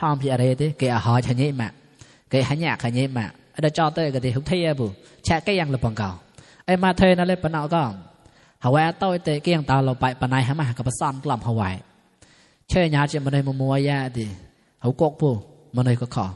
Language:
Mon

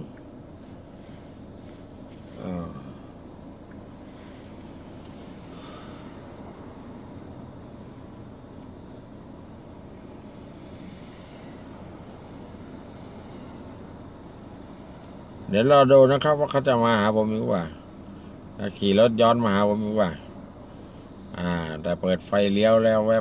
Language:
Thai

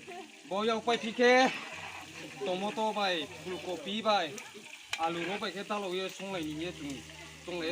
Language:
Riang (India)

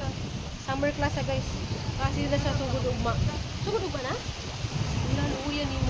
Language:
Cebuano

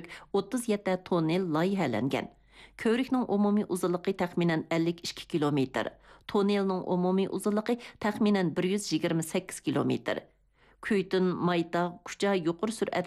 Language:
Uyghur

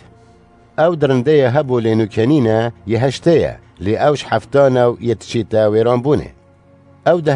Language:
Kurdish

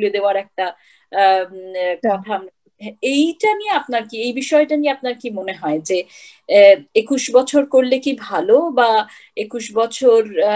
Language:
Bangla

